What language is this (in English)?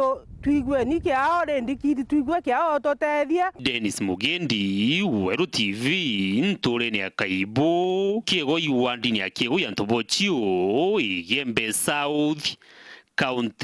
Meru